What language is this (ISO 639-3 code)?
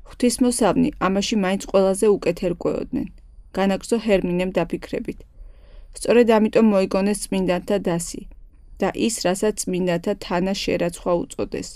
kat